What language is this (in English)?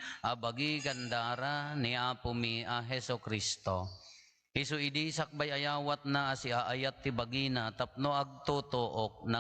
Iloko